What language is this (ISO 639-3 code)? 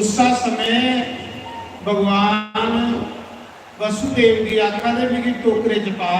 doi